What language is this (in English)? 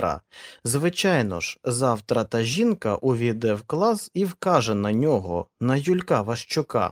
Ukrainian